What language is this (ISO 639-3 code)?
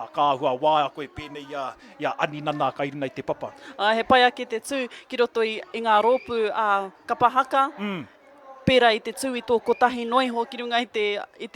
mri